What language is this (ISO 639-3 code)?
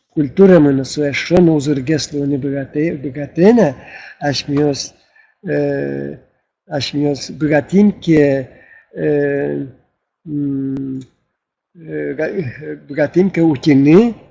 udm